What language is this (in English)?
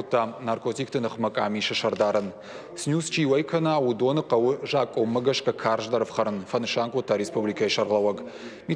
Ossetic